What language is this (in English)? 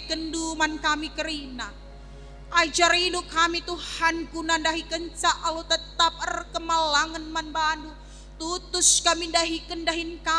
Batak Karo